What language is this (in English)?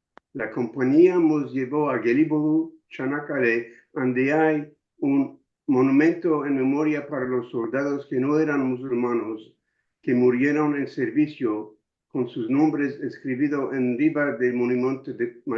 Ladino